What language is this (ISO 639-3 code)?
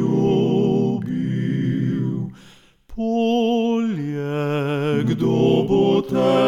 slv